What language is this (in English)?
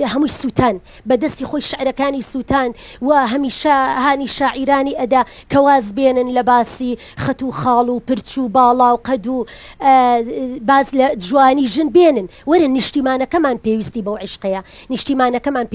Central Kurdish